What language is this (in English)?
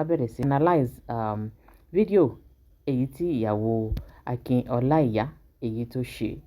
Yoruba